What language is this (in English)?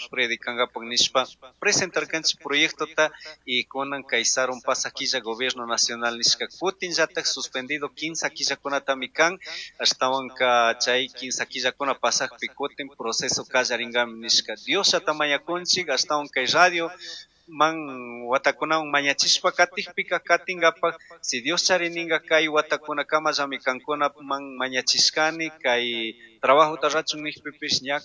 Chimborazo Highland Quichua